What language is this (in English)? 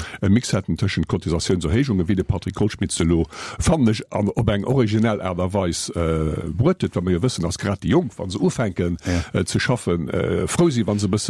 Luxembourgish